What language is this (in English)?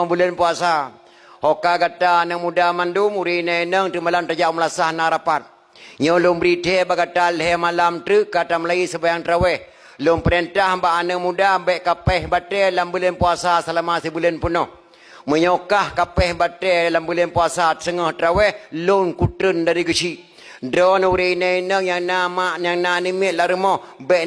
Achinese